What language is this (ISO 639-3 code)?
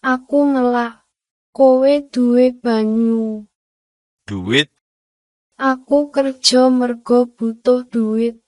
jav